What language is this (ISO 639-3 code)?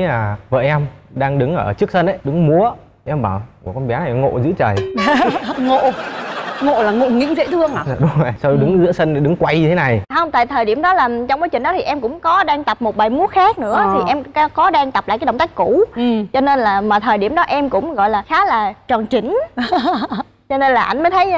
vie